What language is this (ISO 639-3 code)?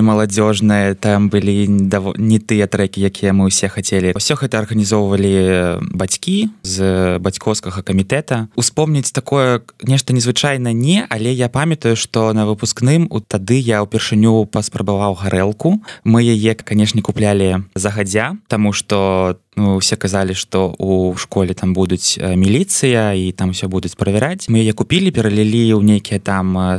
bel